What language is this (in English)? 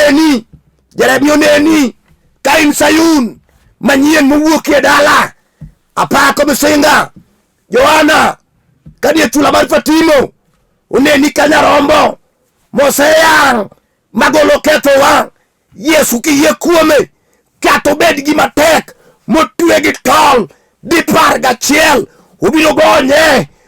Luo (Kenya and Tanzania)